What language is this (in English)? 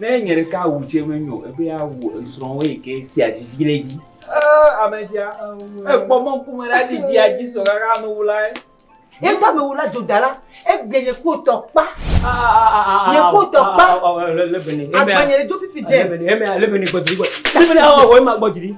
Ewe